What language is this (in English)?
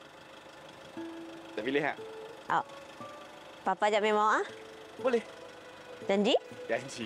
Malay